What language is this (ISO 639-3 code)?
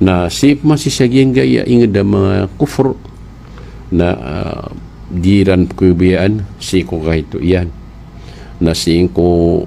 mrw